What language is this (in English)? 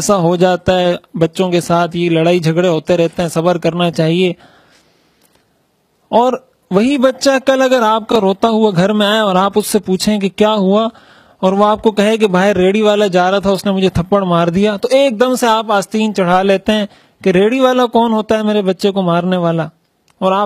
Urdu